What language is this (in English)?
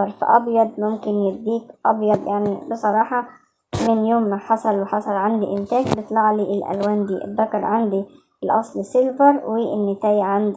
Egyptian Arabic